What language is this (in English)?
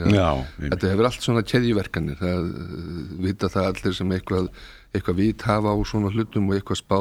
Icelandic